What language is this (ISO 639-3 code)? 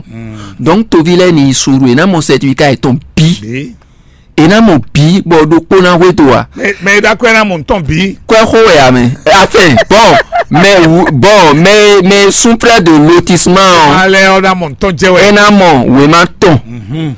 fon